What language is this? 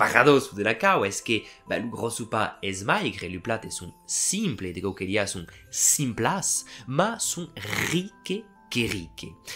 Occitan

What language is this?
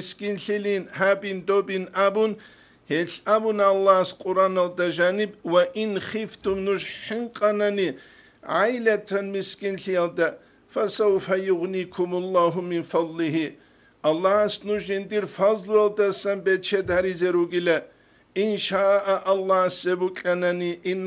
Avaric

